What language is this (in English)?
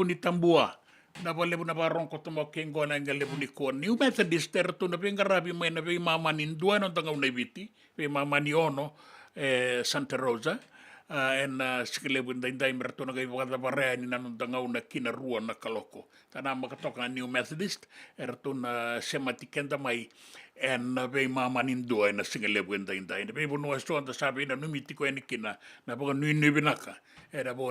Fijian